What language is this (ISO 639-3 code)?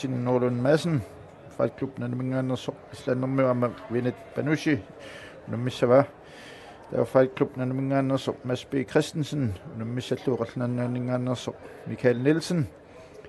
kal